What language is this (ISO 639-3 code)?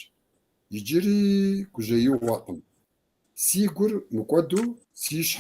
kbd